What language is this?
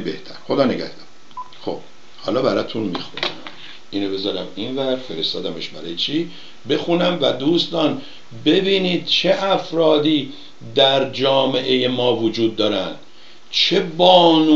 Persian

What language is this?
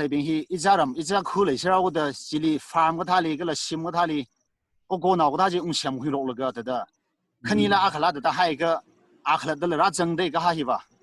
Tangkhul Naga (India)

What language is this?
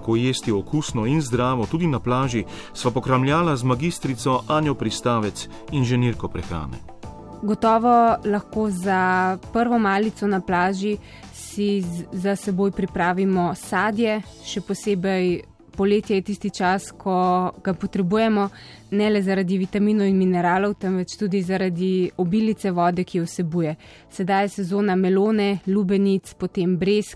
Slovenian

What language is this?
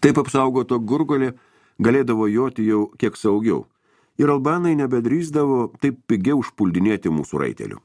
Lithuanian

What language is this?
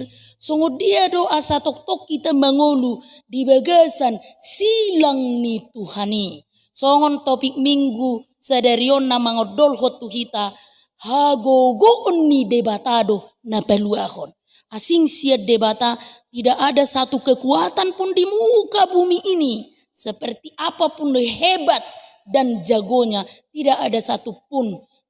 Batak Toba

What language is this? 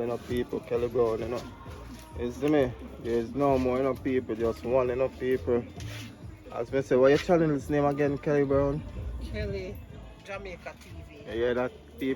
Jamaican Creole English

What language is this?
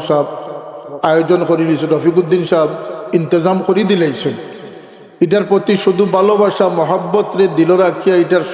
Sylheti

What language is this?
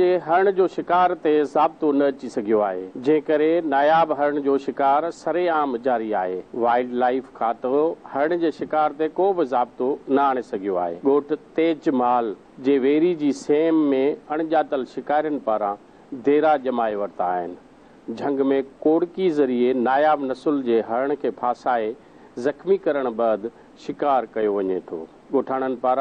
Sindhi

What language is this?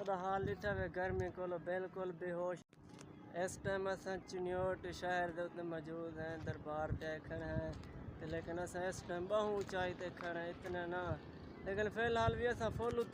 Saraiki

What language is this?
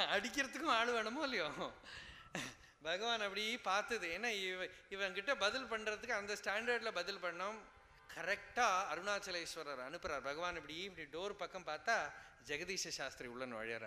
Tamil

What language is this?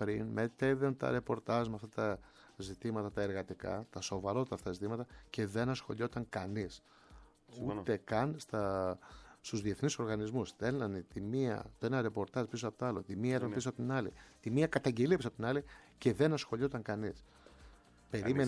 Greek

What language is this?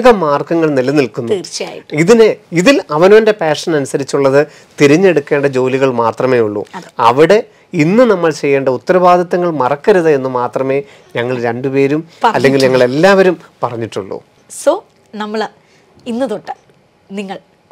Malayalam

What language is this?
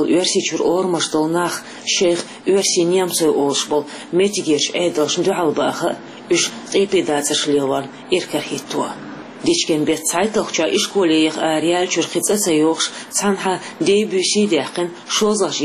Chechen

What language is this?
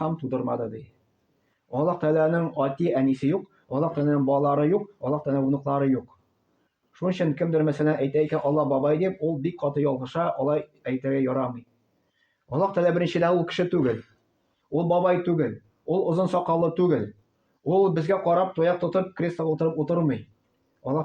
Tatar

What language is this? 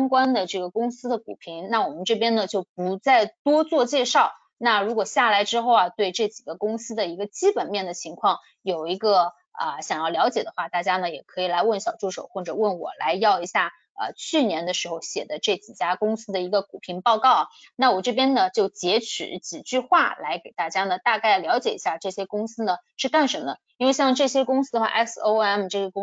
Chinese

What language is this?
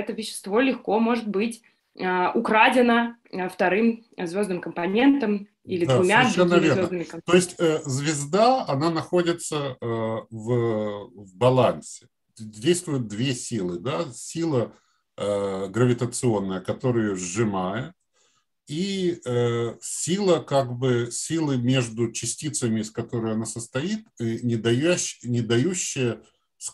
Russian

